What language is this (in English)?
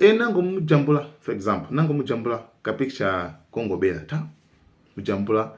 Nyanja